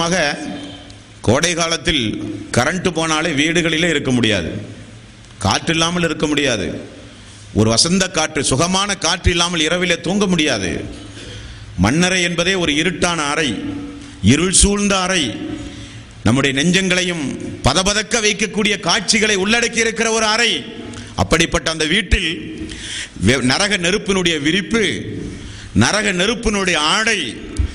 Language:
Tamil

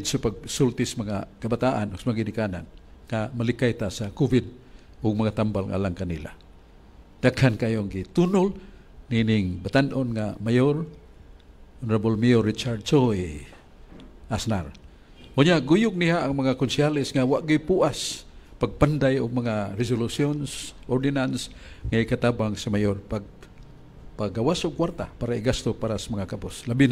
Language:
Cebuano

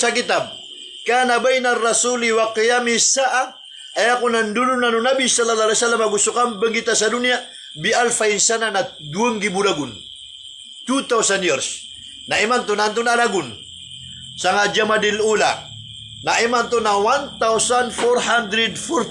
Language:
Maranao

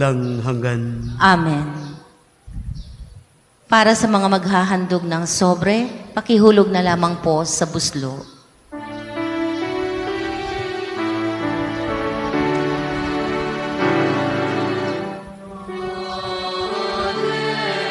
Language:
Filipino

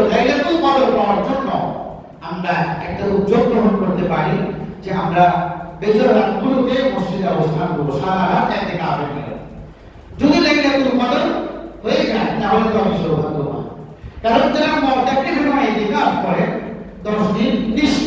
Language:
Bangla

